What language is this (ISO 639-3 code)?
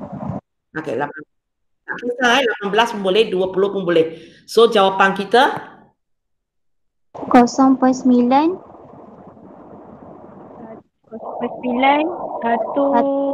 msa